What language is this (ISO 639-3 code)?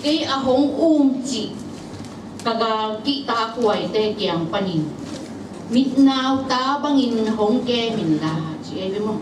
ctd